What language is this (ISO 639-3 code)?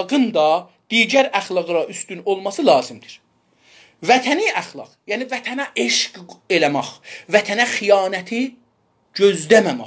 azb